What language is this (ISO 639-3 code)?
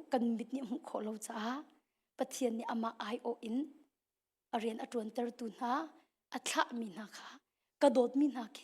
cnh